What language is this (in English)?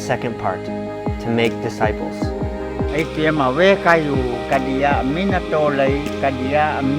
Isnag